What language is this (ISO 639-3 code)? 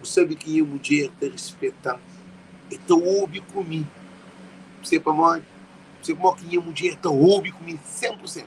kea